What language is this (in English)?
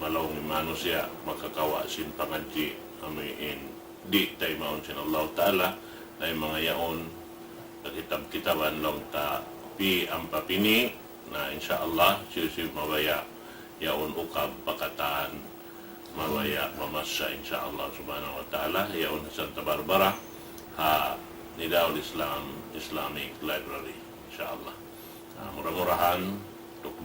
Tausug